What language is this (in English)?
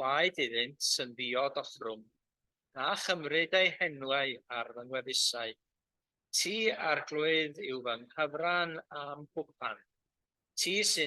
Welsh